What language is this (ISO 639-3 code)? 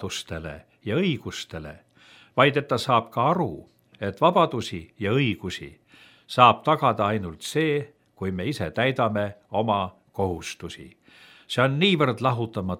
est